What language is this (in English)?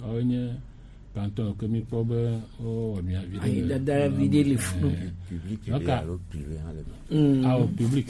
Gen